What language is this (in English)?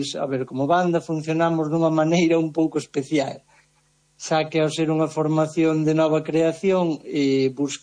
Galician